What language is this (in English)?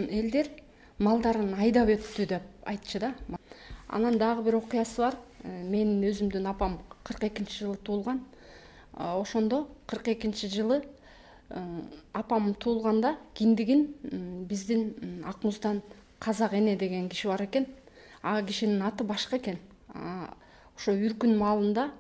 Kyrgyz